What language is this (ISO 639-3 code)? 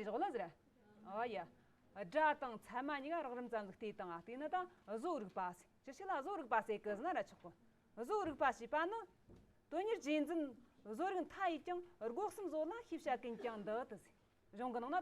adx